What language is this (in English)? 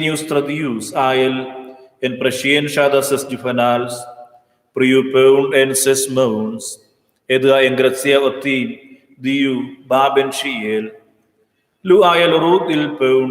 Romansh